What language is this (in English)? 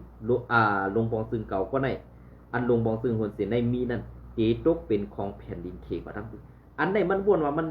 Shan